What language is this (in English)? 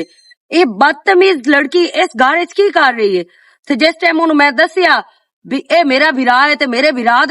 Western Panjabi